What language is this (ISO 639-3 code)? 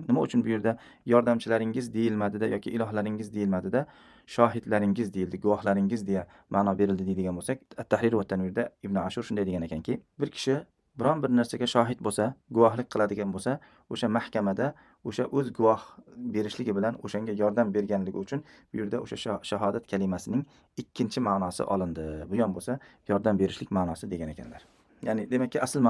uzb